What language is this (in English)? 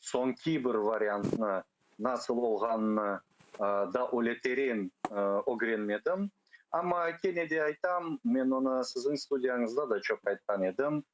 Crimean Tatar